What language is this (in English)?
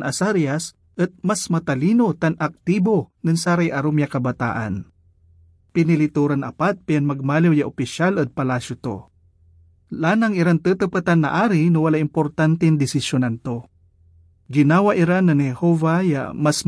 Pangasinan